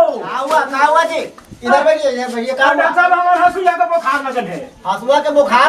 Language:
Magahi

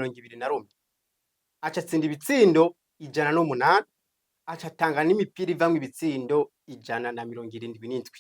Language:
Rundi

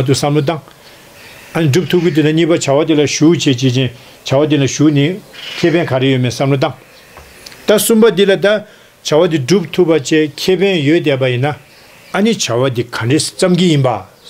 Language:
Tibetan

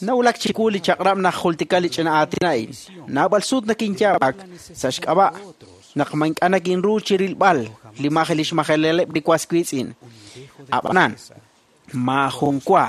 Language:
Kekchí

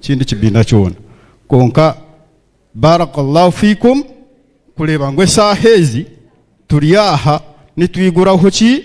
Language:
Nyankole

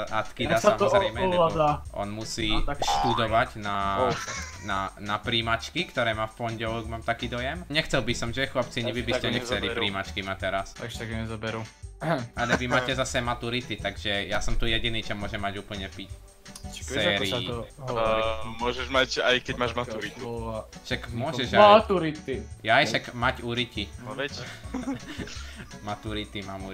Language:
Slovak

